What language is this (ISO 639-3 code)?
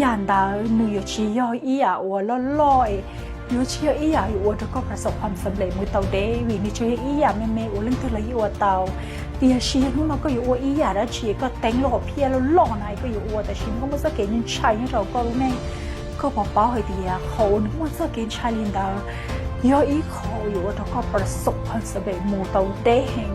hmn